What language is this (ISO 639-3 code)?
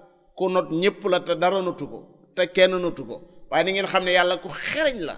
wol